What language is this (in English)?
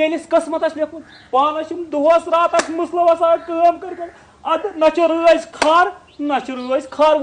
Kashmiri